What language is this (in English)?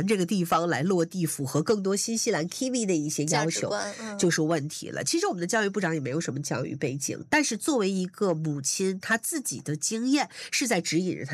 Chinese